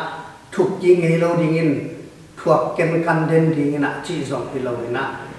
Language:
Tedim Chin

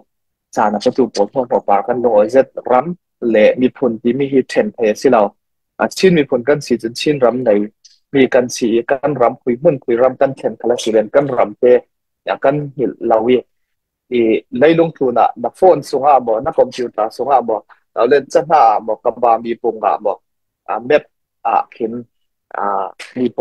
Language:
Falam Chin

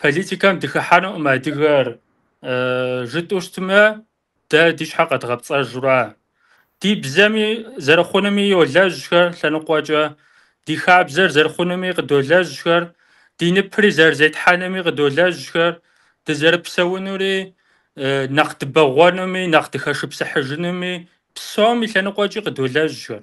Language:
Kabardian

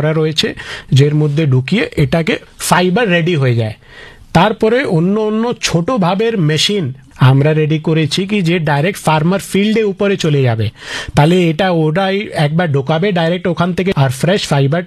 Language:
Bangla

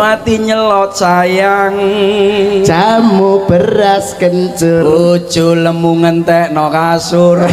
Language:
Javanese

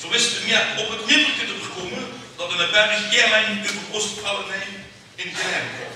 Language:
Limburgish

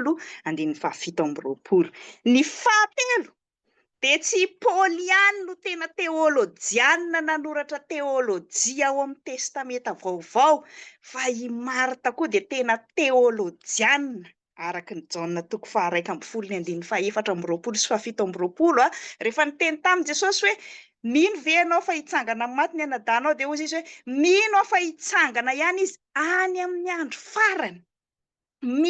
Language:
Malagasy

